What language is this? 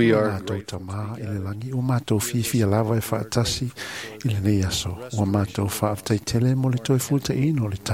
Samoan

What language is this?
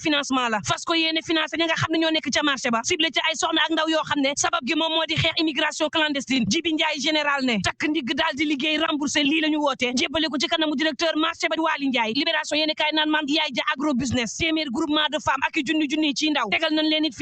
Wolof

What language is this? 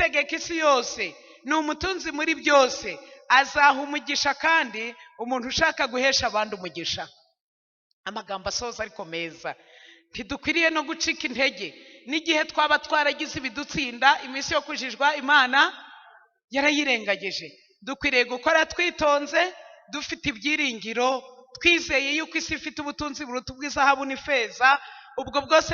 Kinyarwanda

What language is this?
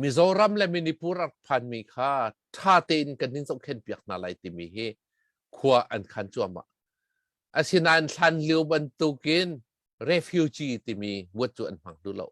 Hakha Chin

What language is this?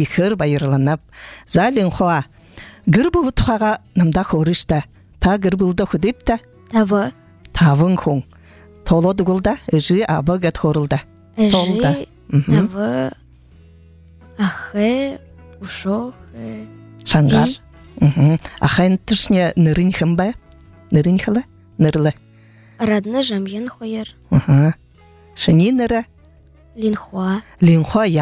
Buriat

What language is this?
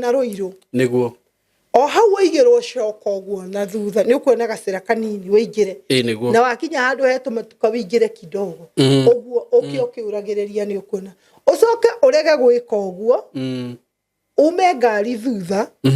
Kikuyu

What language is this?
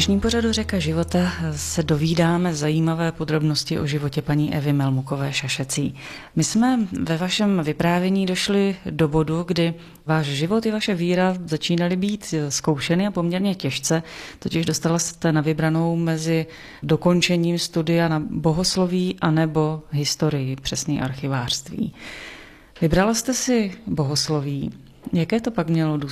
Czech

